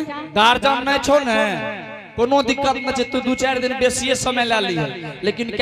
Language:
Angika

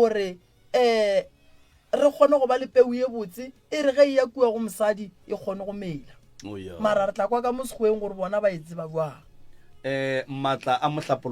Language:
Northern Sotho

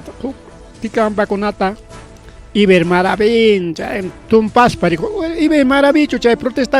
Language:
Ayacucho Quechua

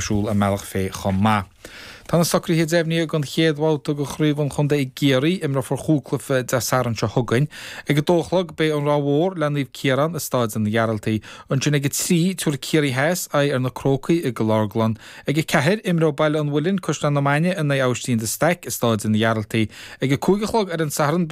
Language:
Irish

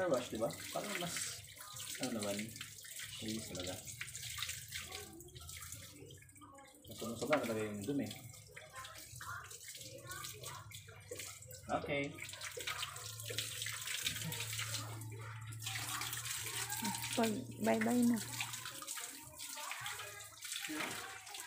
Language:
Filipino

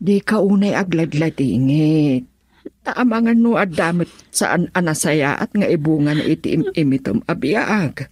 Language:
Iloko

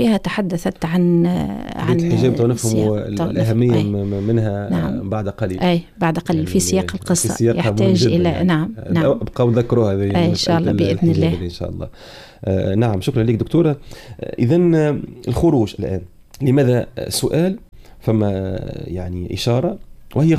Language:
Arabic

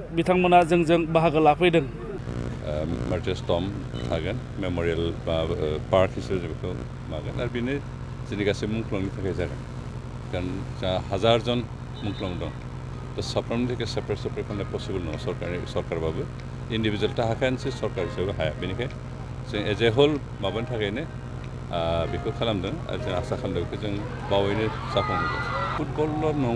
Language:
Bodo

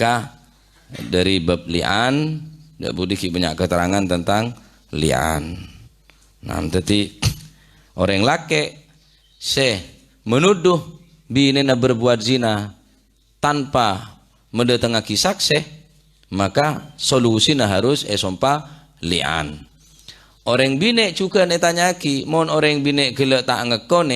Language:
Madurese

